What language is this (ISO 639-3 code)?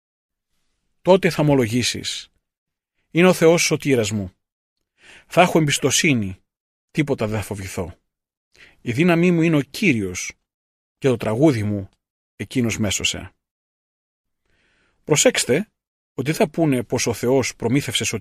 ell